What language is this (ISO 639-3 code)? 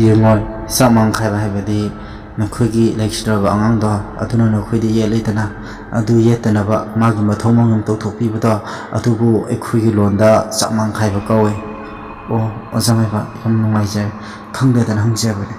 mni